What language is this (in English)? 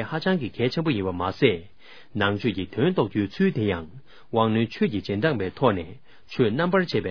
Tibetan